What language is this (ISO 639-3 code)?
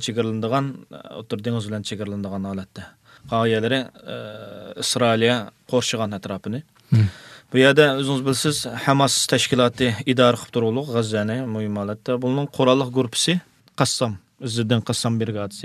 uig